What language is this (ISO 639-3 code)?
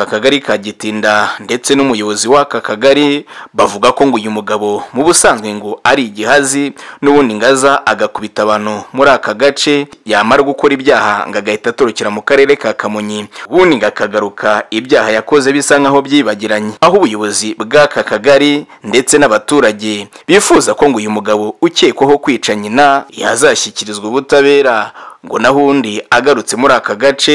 kin